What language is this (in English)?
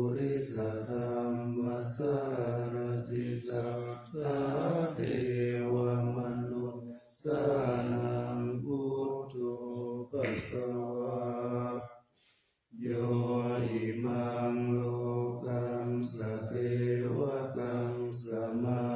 Pali